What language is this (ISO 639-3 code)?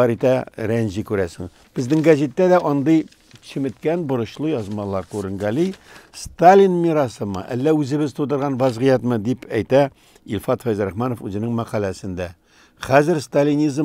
tat